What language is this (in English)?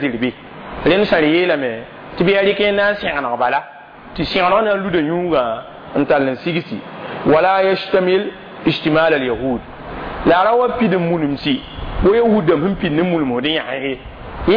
Mossi